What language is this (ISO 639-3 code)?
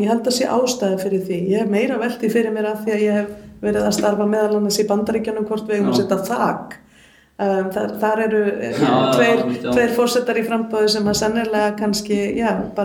isl